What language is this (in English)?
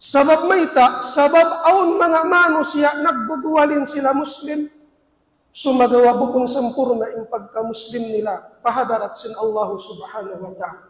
Tausug